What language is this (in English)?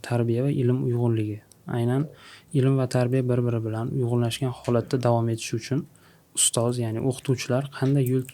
Uzbek